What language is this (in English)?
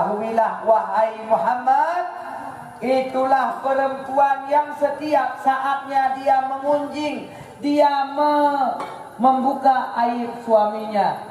Achinese